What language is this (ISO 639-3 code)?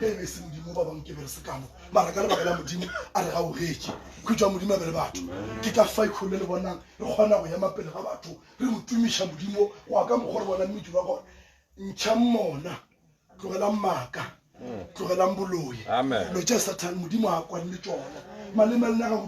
nso